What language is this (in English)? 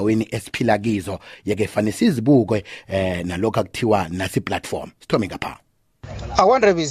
South Ndebele